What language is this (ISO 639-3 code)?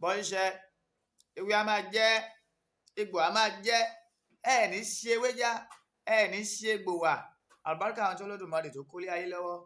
yor